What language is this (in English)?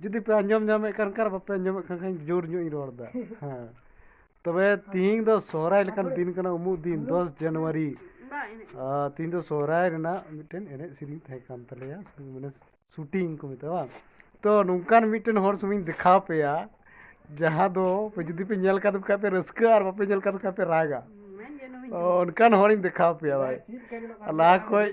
Santali